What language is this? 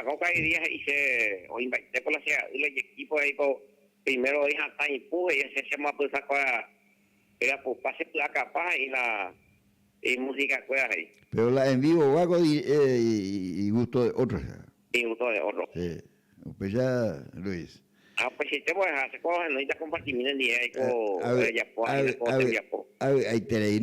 Guarani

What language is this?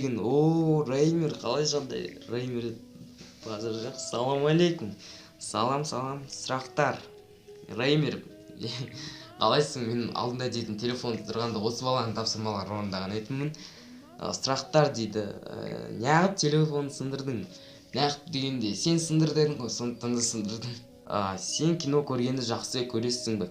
Kazakh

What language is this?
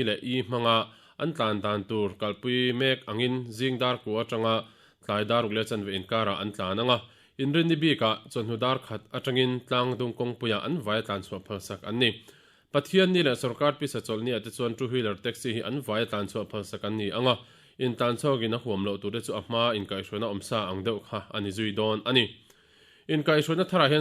Mizo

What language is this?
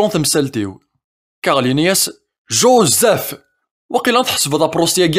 Kabyle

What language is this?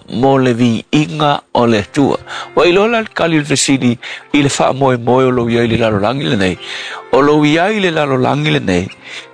Samoan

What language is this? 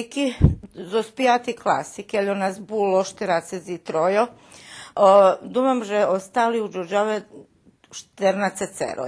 Rusyn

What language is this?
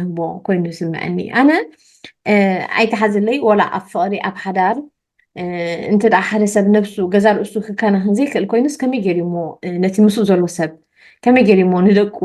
Tigrinya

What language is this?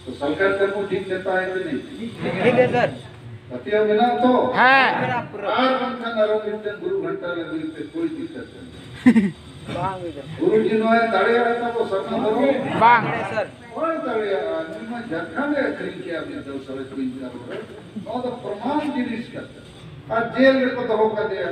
Santali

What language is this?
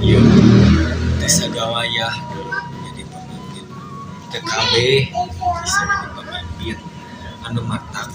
Sundanese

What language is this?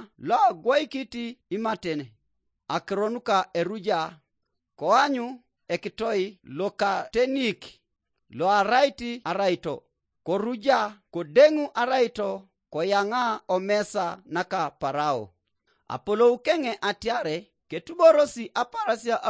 Teso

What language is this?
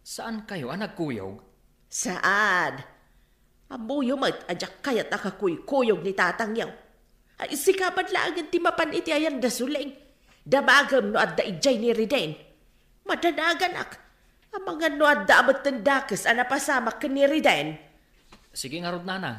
Iloko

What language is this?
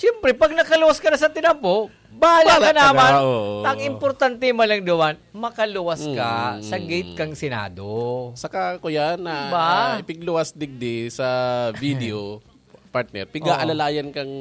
Bikol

